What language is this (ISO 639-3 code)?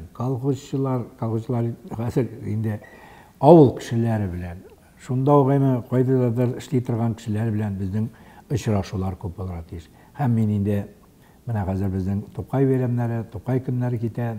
tat